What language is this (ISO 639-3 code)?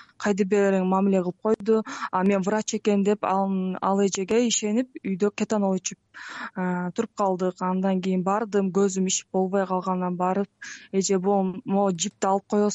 kir